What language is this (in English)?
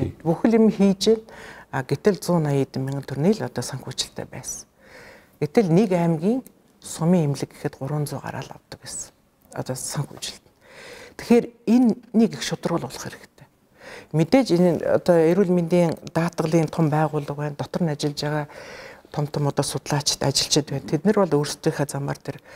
Mongolian